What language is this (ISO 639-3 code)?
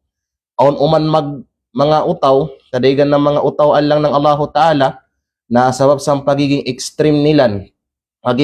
kqe